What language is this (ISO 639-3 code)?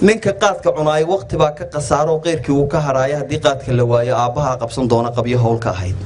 som